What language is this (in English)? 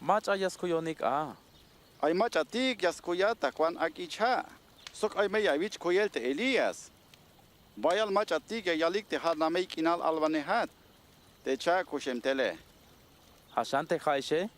Tzeltal